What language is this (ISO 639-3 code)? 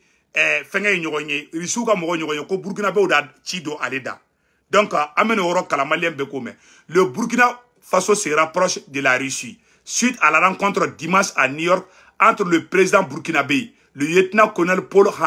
bam